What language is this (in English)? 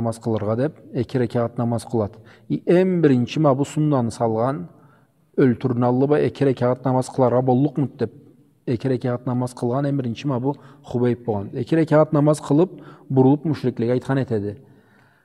Karachay-Balkar